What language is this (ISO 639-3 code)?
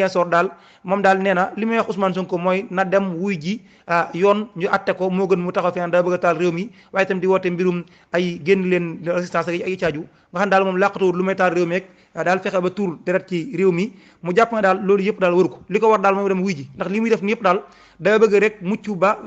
wol